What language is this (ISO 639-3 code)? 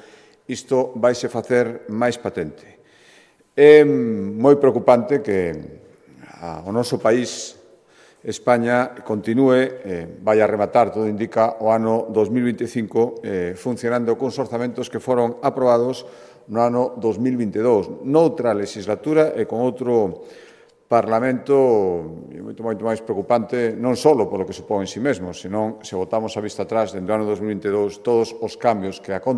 glg